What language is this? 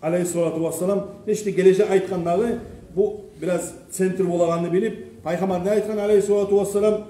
Kumyk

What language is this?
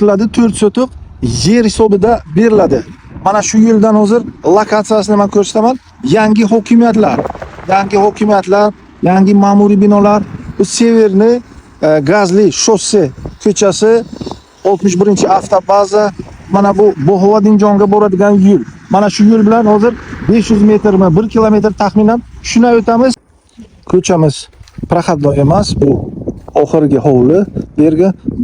Uzbek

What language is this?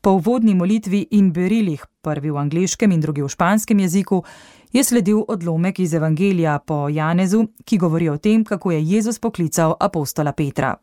Slovenian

